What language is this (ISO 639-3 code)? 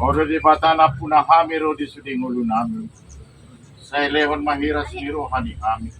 bbc